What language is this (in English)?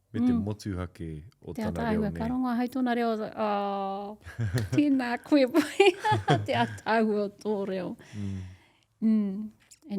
Māori